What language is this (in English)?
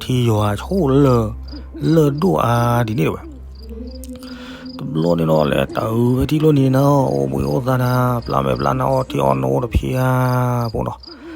S'gaw Karen